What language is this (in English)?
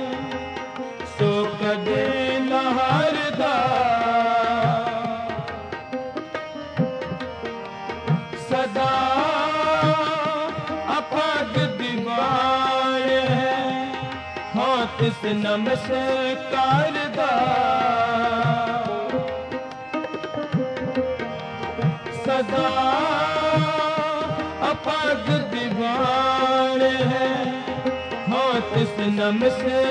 Punjabi